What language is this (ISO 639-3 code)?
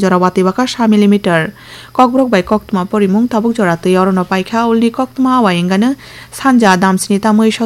trp